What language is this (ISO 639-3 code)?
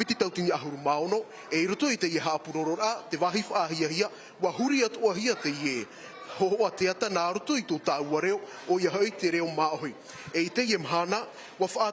tah